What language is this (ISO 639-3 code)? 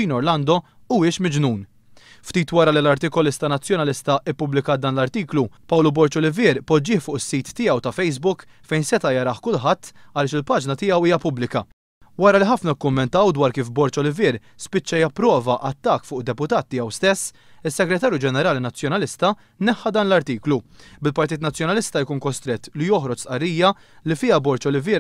mlt